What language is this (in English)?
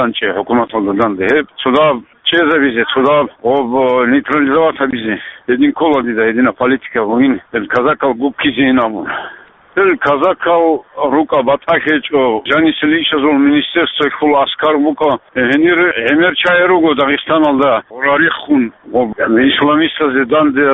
Avaric